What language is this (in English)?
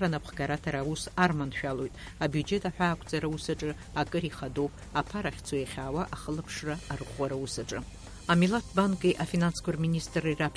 Abkhazian